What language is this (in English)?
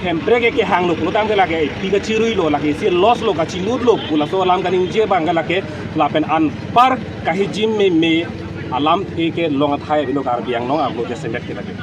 Karbi